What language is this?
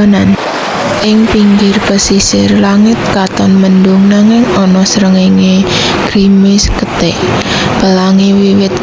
Javanese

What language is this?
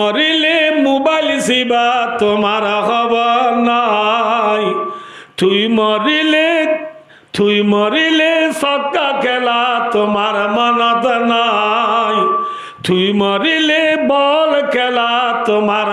Rohingya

